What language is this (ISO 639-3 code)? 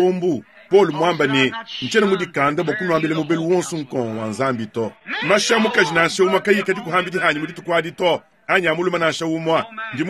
lua